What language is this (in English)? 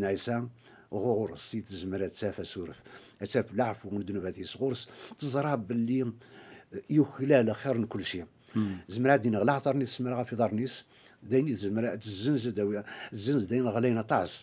Kabyle